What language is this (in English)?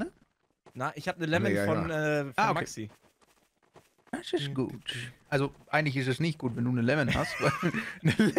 German